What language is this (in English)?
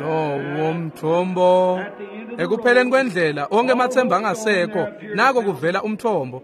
Swati